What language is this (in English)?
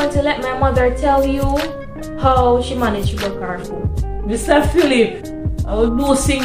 Jamaican Creole English